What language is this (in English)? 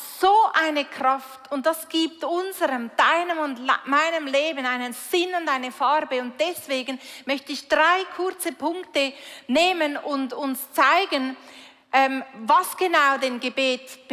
Swiss German